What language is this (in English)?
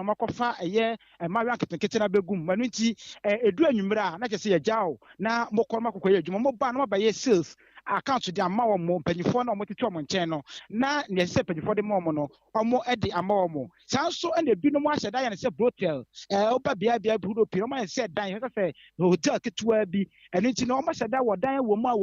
Akan